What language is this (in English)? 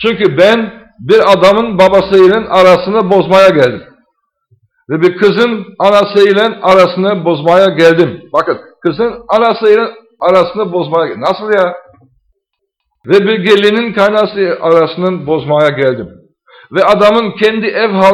Turkish